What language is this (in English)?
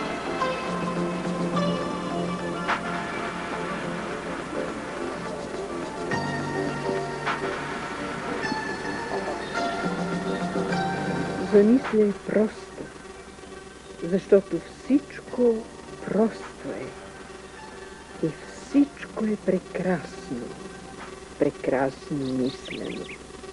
Bulgarian